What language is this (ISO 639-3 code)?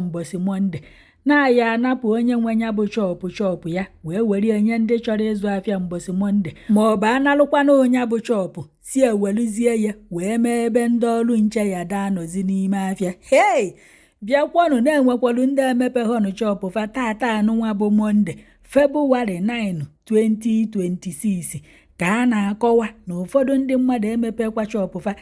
ibo